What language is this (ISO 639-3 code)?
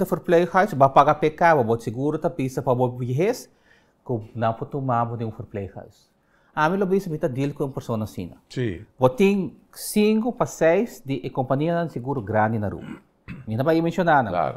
pap